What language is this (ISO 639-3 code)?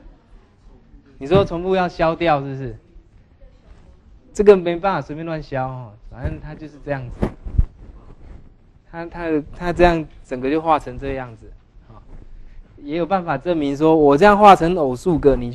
zho